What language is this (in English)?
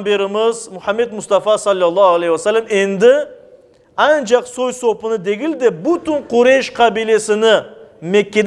Crimean Tatar